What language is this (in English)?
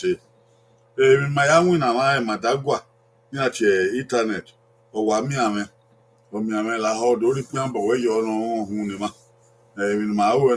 Bini